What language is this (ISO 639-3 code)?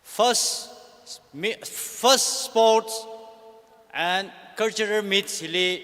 nmf